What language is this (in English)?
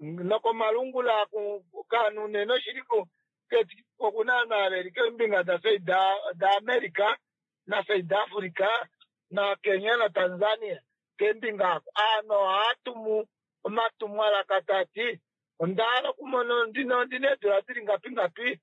Kuanyama